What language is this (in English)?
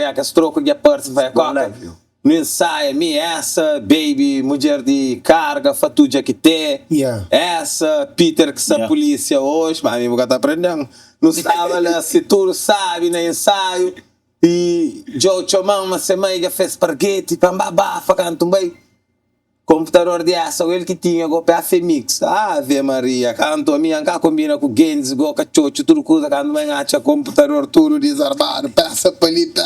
Kabuverdianu